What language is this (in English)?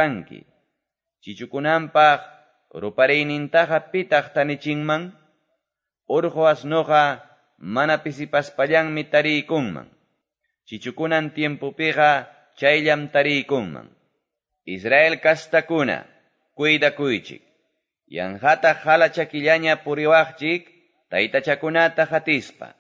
Quechua